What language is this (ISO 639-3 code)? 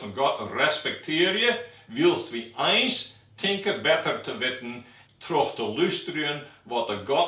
fry